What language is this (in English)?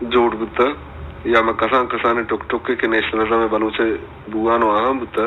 Baluchi